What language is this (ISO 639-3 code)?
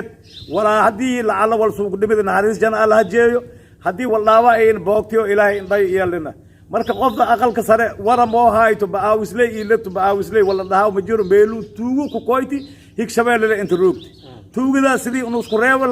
som